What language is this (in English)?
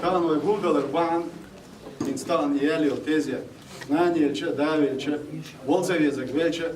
Chechen